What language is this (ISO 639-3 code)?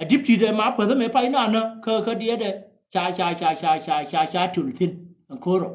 nus